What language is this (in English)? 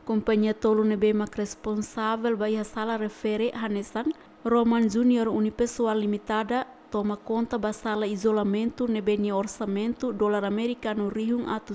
Tetum